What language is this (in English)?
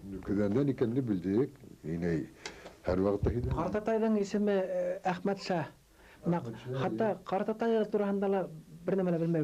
Bashkir